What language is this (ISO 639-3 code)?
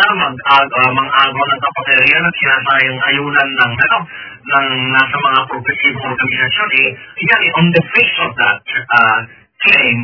fil